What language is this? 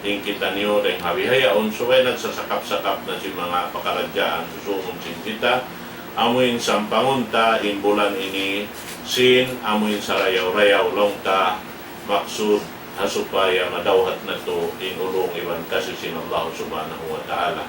Tausug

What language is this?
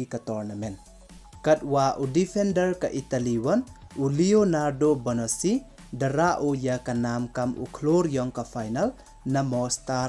Pnar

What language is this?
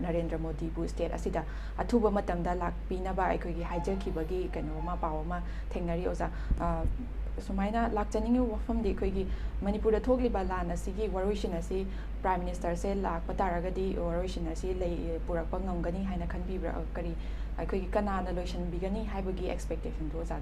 Manipuri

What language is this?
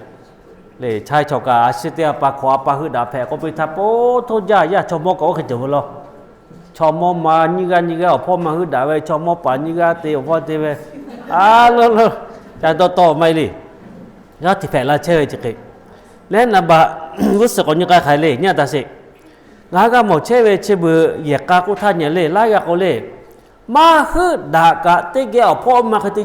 Lahu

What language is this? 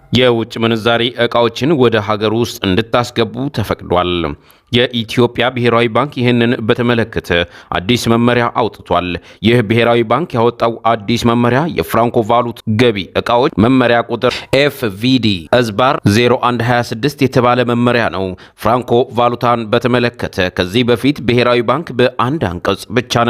Amharic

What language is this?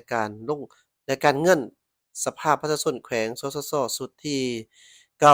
Lao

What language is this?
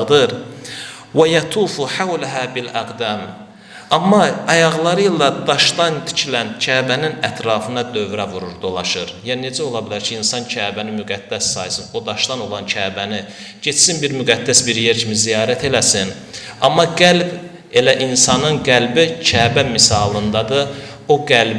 Azerbaijani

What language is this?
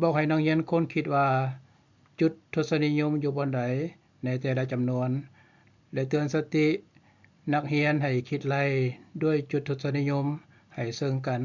Lao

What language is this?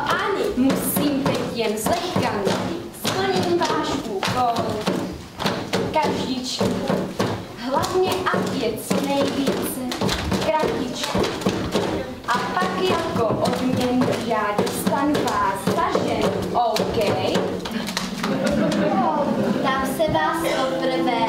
Czech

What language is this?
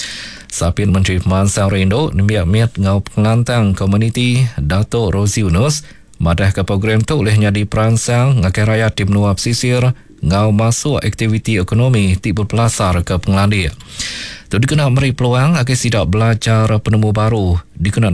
Iban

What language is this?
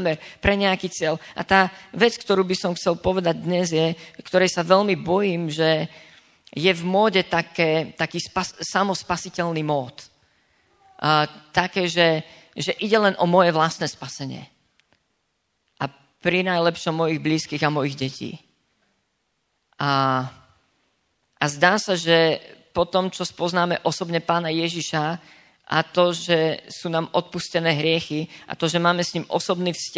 Slovak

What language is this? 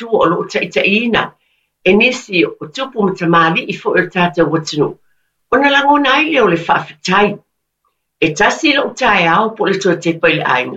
Samoan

